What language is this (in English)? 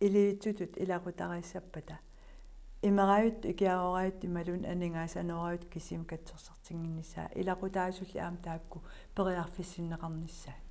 Kalaallisut